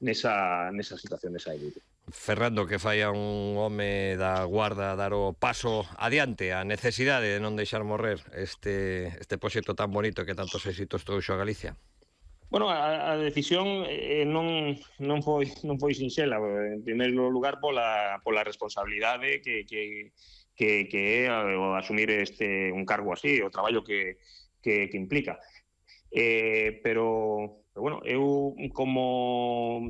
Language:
Galician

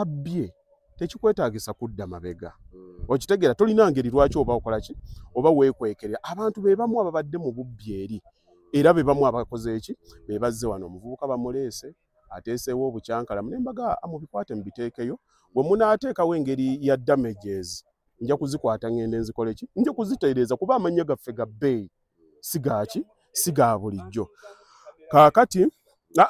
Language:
Ganda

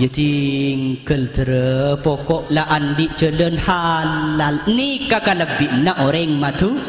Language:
Madurese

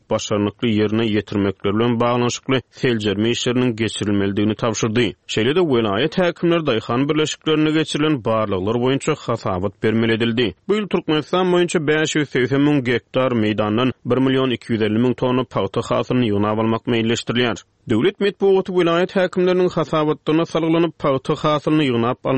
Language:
Turkmen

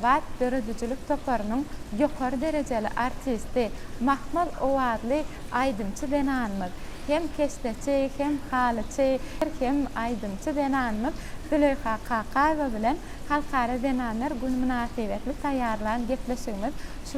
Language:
Turkmen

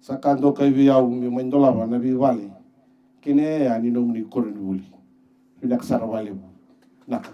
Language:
Fijian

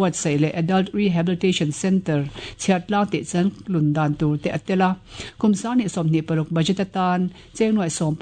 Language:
Mizo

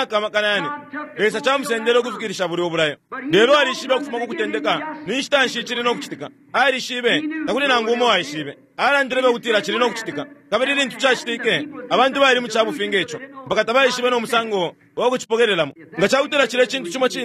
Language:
Bemba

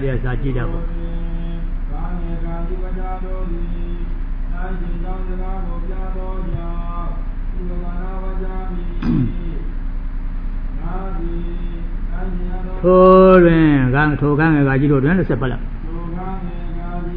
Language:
Burmese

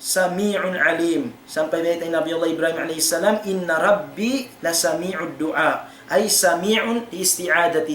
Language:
Tausug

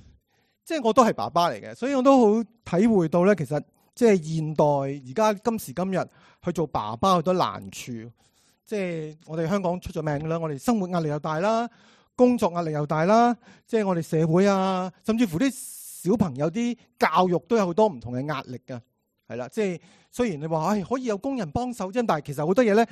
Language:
Cantonese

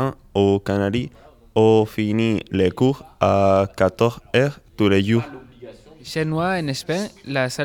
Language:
French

